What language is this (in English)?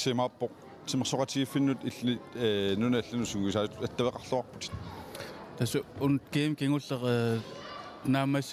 Kalaallisut